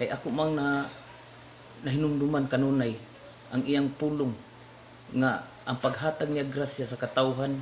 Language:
Cebuano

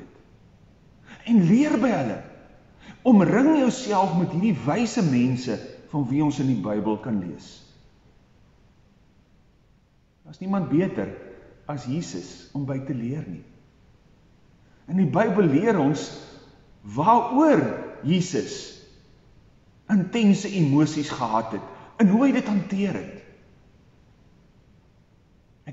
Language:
Afrikaans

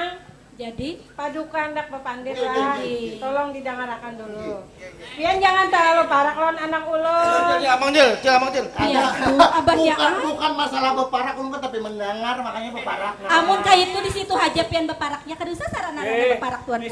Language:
Banjar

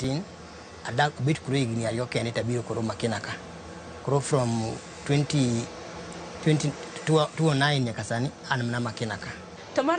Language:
Luo (Kenya and Tanzania)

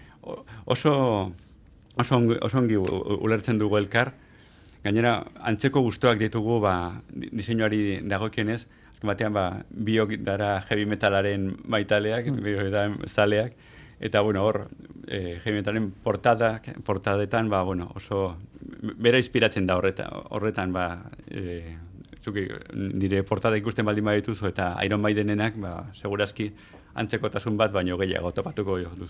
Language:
Basque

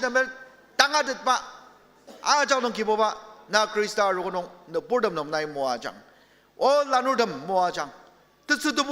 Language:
Ao Naga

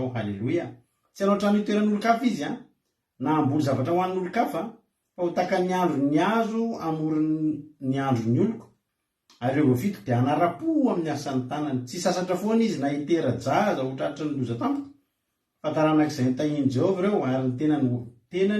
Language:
Malagasy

